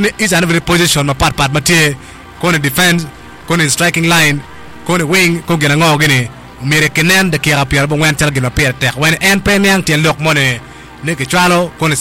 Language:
Acoli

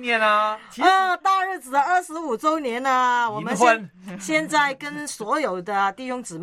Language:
Chinese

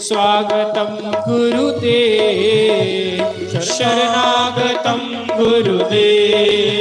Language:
Dogri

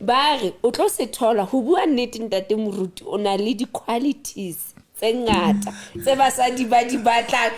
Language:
Southern Sotho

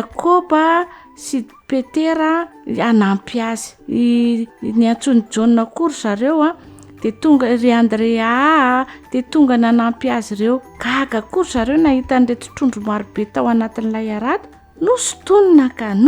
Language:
Malagasy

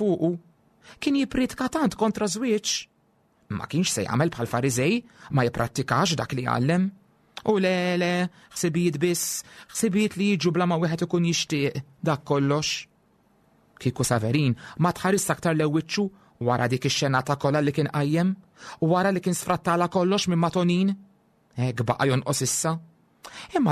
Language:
Maltese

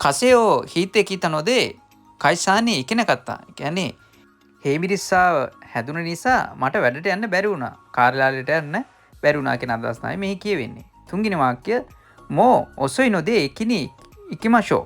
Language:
Sinhala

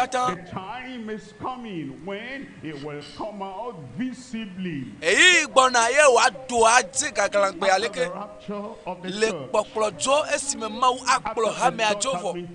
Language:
Ewe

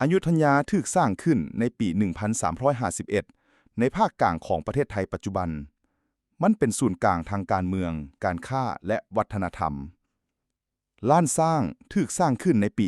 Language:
Lao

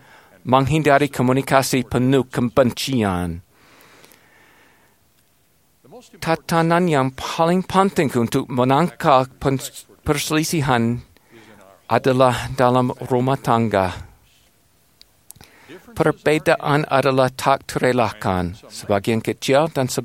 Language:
Indonesian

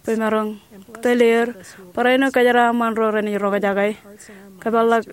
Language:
Marshallese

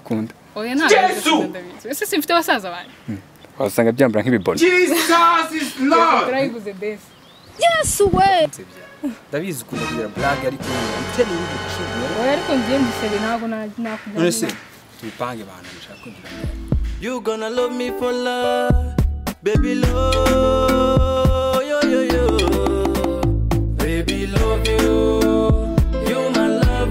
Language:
Kinyarwanda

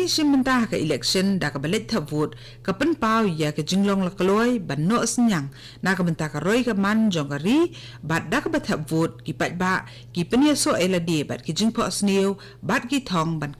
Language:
Khasi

